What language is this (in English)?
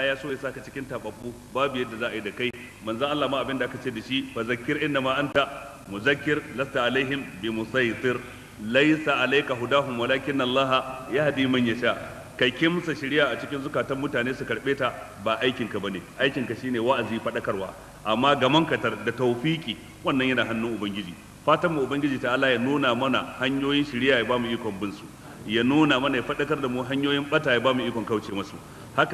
Hausa